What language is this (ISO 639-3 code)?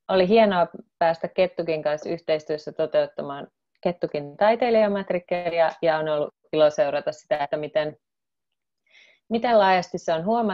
fin